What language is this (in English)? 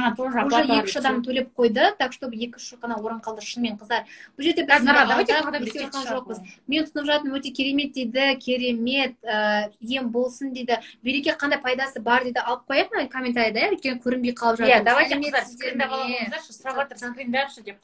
Kazakh